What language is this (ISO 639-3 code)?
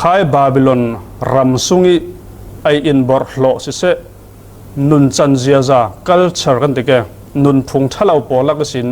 cfm